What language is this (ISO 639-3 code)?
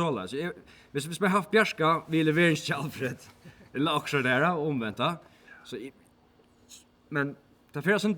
fao